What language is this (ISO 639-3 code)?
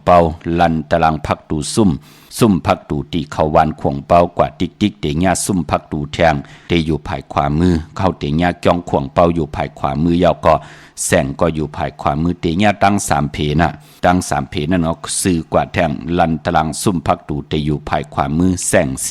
shn